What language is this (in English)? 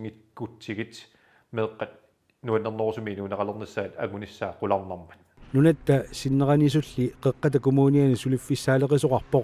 Kalaallisut